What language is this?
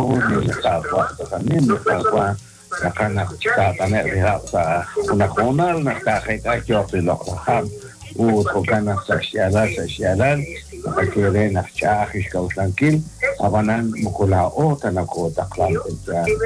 Kekchí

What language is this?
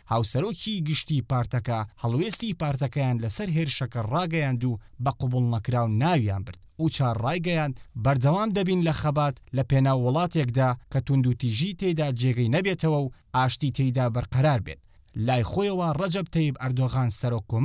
Central Kurdish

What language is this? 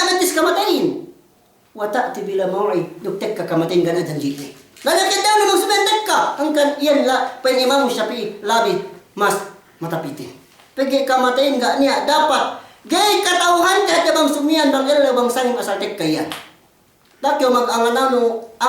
Yakan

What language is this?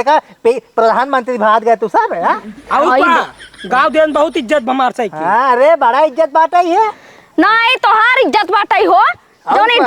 Awadhi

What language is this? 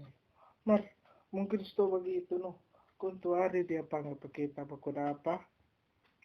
Manado Malay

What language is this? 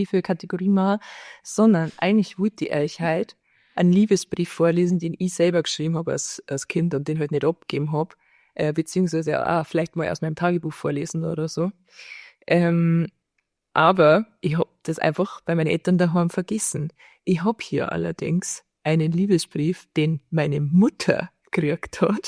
Bavarian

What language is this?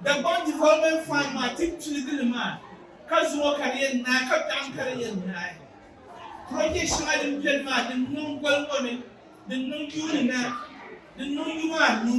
Dagbani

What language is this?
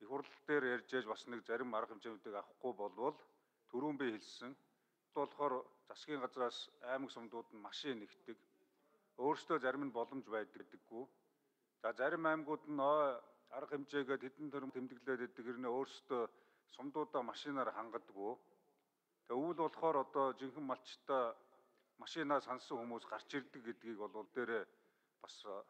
Mongolian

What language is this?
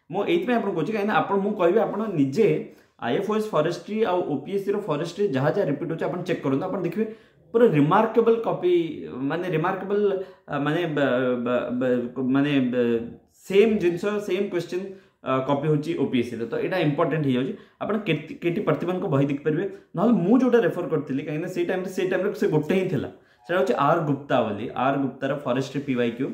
Odia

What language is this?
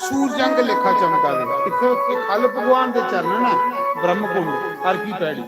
Dogri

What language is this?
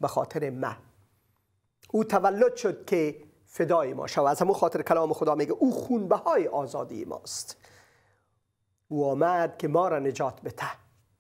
Persian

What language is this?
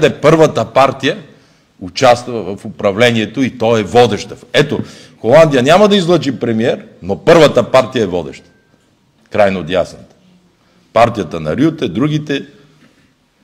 Bulgarian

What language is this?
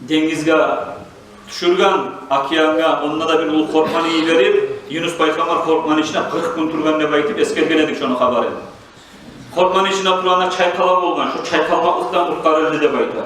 Kumyk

